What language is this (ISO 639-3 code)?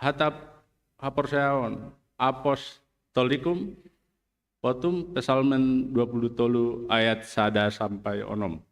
bts